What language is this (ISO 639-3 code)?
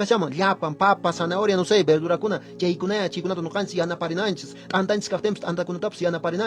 que